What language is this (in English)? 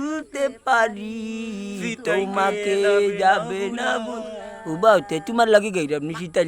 Sylheti